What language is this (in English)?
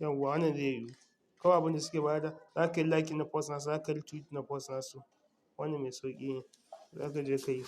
Hausa